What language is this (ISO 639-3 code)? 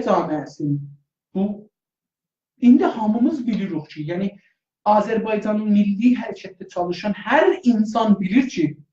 azb